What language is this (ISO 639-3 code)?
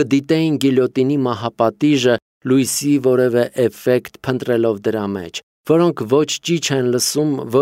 hye